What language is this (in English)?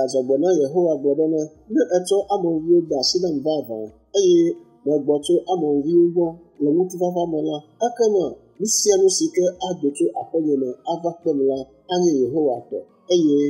Ewe